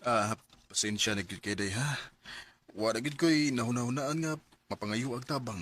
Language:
Cebuano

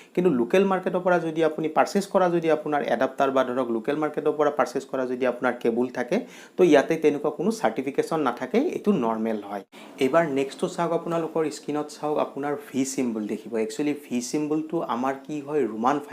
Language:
Assamese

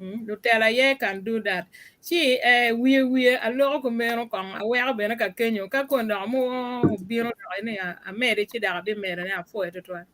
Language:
Acoli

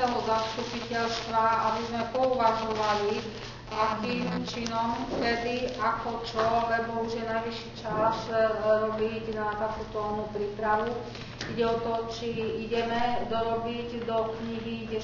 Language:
Slovak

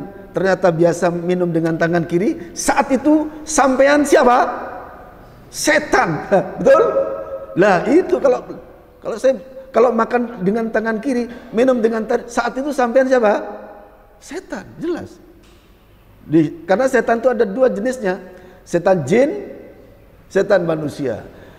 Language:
Indonesian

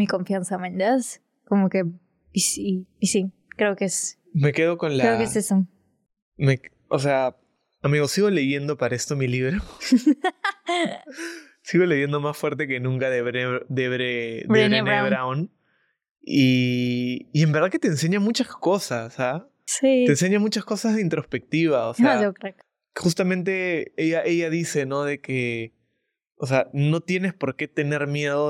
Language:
Spanish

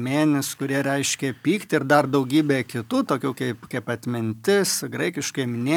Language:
Lithuanian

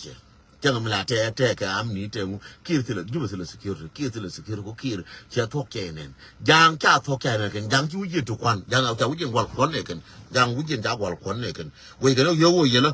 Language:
Nuer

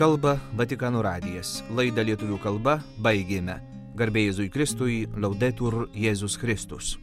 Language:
Lithuanian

